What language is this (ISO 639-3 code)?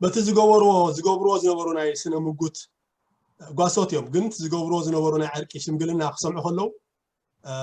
tir